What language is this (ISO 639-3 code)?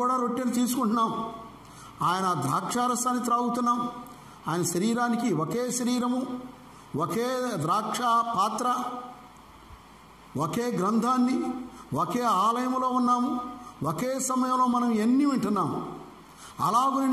tel